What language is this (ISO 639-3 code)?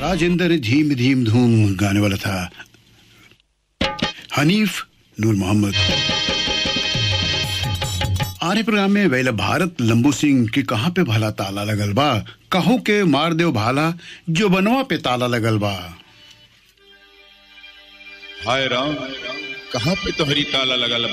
bho